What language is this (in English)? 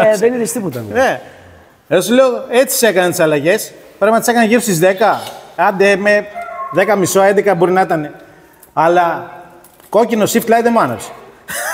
Greek